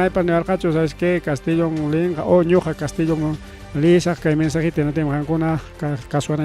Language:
Ayacucho Quechua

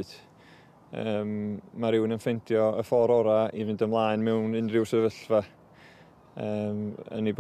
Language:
Welsh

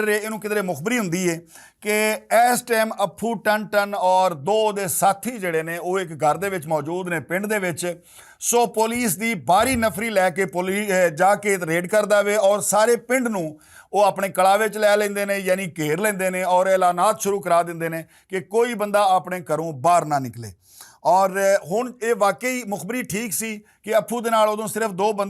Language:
Western Panjabi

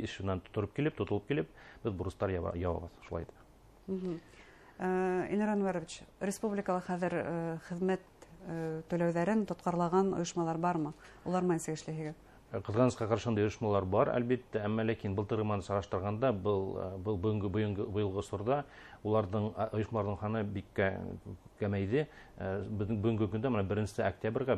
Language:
Bashkir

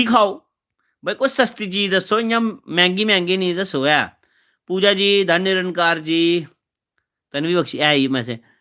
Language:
Dogri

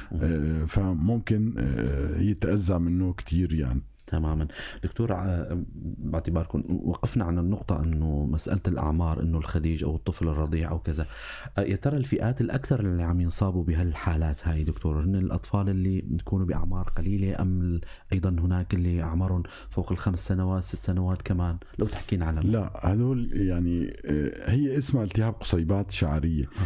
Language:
North Levantine Arabic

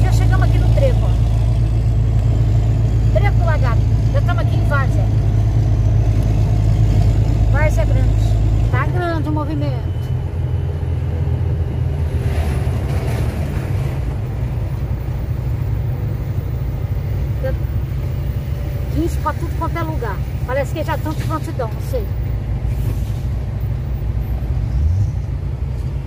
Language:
Portuguese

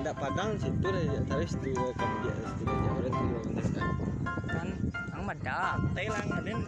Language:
Minangkabau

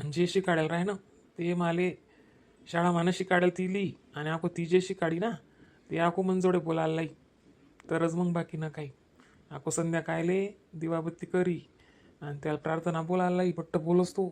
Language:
Khandesi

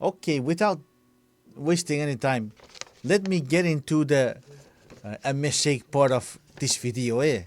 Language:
Chuukese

